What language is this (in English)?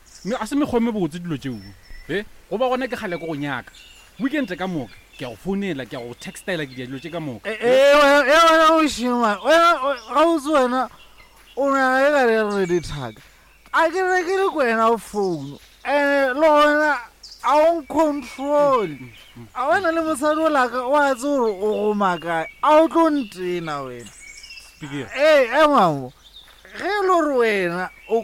Northern Sotho